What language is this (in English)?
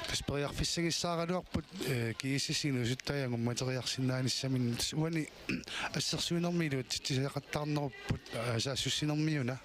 Kalaallisut